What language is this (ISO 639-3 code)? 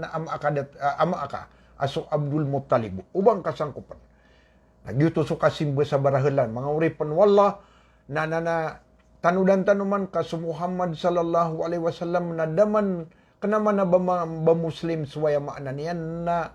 mrw